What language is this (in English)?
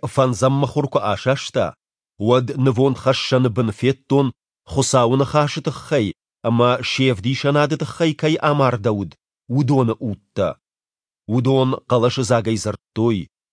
Ossetic